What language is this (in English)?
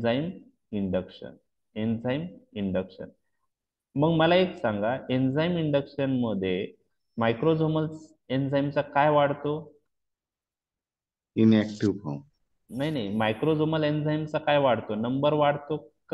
Marathi